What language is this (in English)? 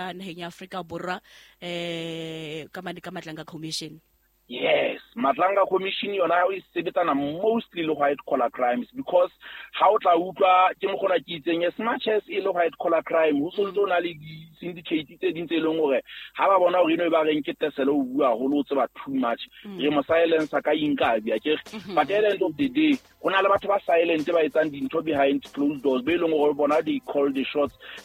Southern Sotho